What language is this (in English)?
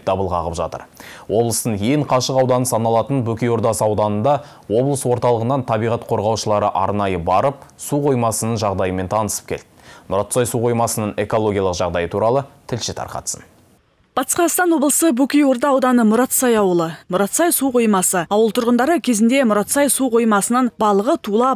Kazakh